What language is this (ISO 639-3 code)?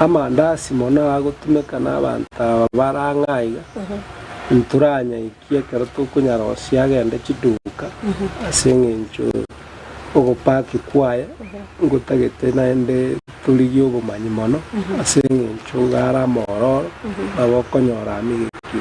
guz